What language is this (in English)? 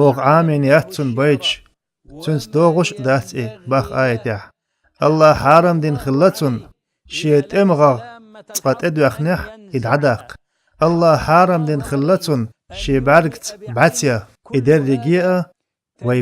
Chechen